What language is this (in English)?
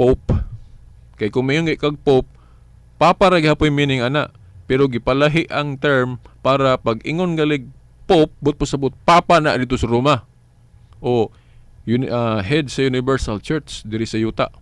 Cebuano